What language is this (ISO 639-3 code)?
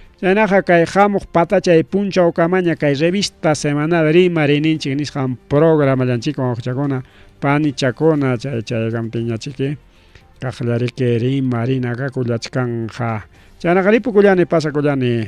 quy